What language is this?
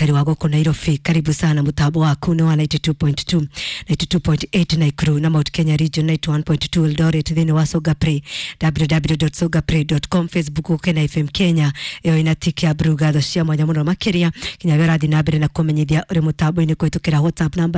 Kikuyu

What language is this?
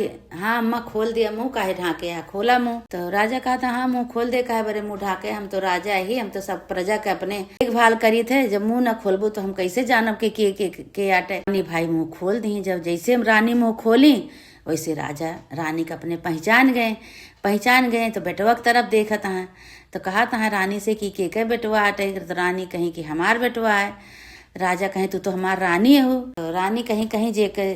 Awadhi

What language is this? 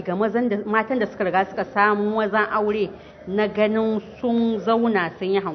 Hausa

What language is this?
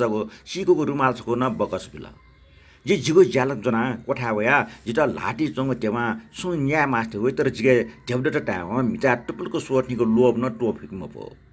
Newari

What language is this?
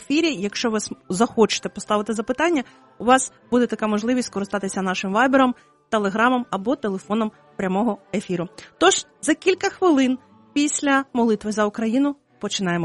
Ukrainian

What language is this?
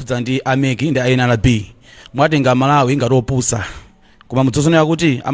Nyanja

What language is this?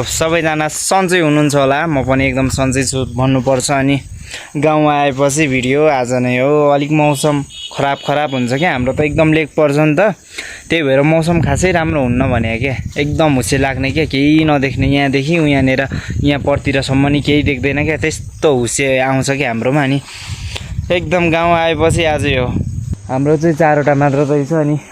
Nepali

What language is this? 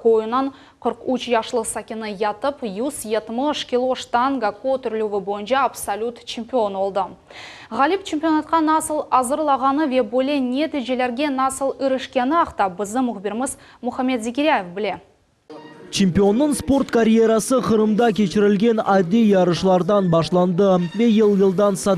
Crimean Tatar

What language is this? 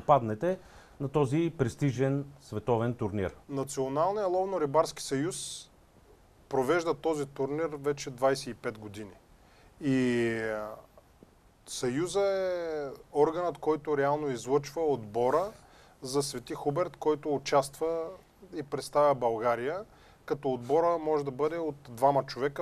Bulgarian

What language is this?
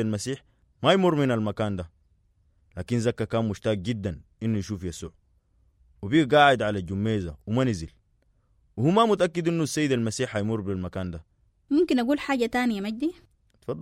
Sudanese Arabic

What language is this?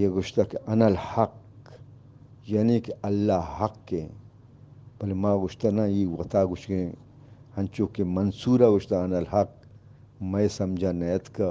Eastern Balochi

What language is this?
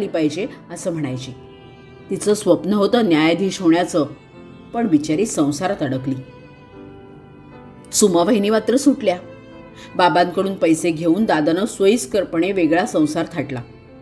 Marathi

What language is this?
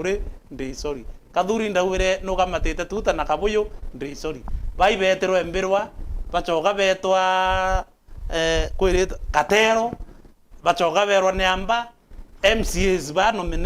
Meru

